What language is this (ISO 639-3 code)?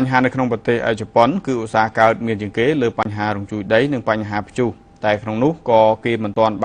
khm